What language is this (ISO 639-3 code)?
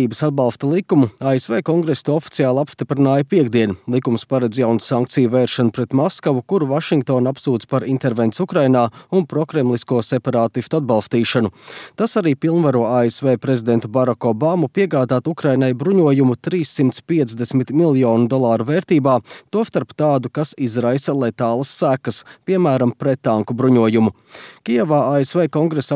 lav